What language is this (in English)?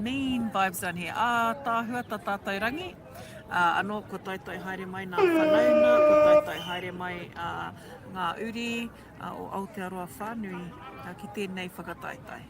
Māori